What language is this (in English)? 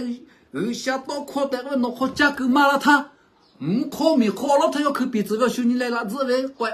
Lahu